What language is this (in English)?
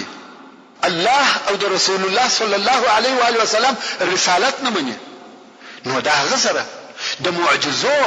Pashto